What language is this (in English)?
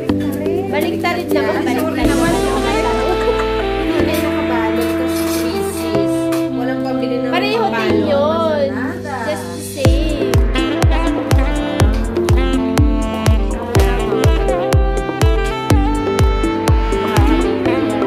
Filipino